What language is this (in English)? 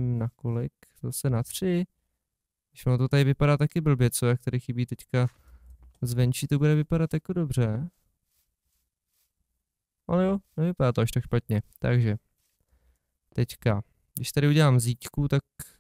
Czech